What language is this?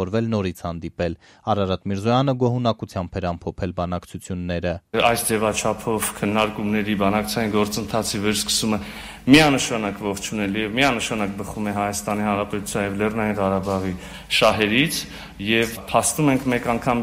Armenian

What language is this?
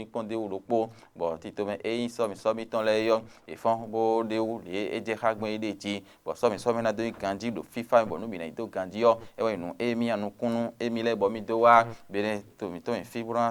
Fon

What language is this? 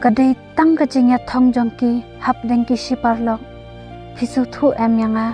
Khasi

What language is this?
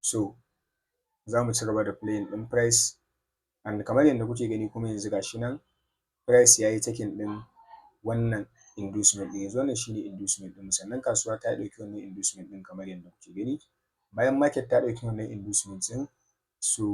Hausa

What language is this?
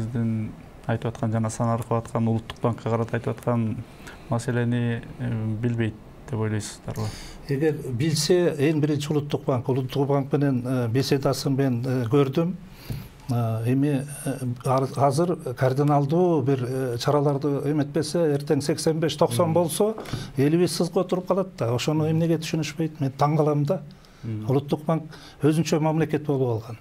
Kyrgyz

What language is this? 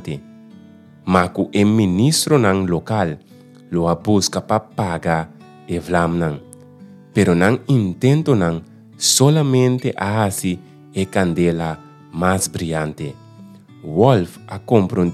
Papiamento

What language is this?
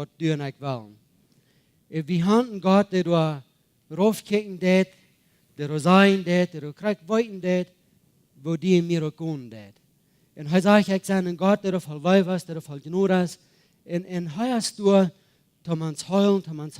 Plautdietsch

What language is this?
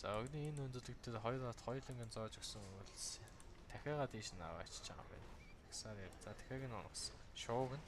Mongolian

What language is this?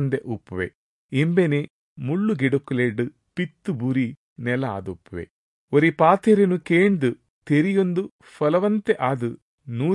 Tulu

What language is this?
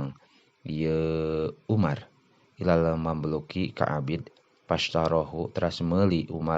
Sundanese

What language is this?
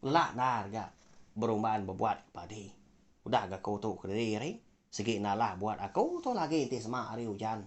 Iban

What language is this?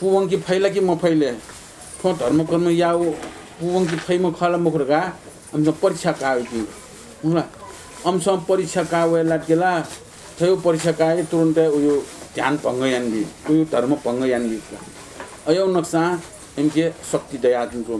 Newari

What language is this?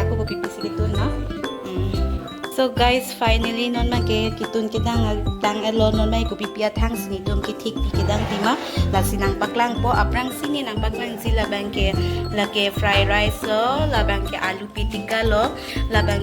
Karbi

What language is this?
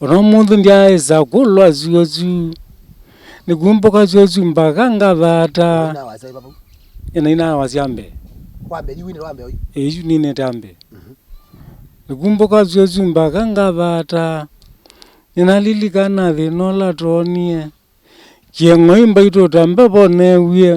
Kamba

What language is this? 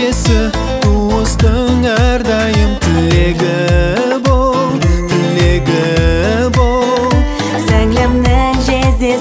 Kazakh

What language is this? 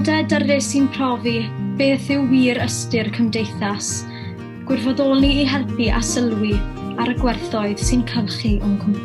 Welsh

